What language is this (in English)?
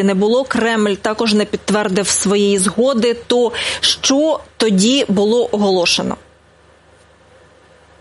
Ukrainian